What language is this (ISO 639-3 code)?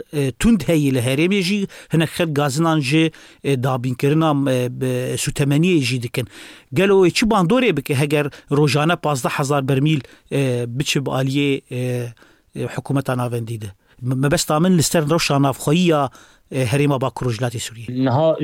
kur